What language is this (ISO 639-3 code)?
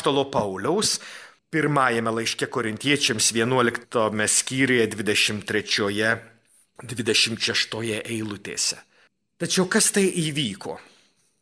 lit